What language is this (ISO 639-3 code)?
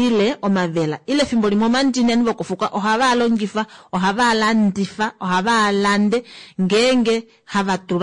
kua